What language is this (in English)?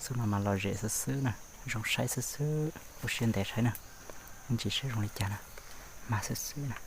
Hmong